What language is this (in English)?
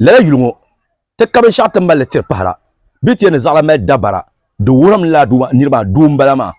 Dagbani